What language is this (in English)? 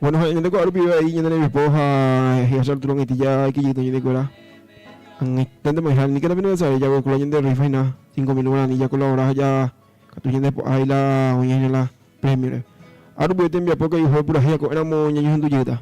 Guarani